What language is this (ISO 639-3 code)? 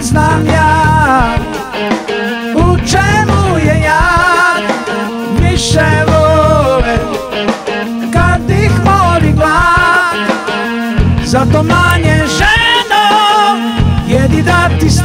srp